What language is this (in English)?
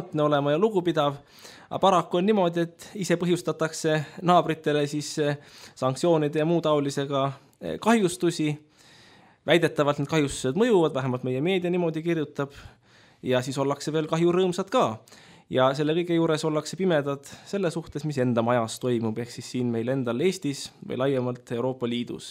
Estonian